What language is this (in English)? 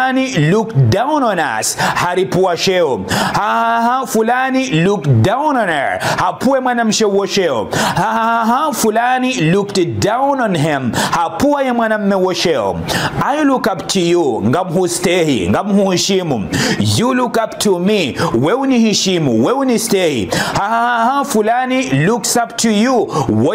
Ngazidja Comorian